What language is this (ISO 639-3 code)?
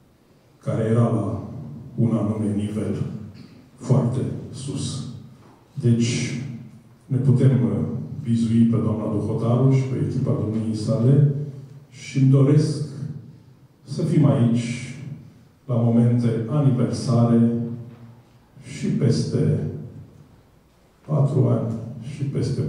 ron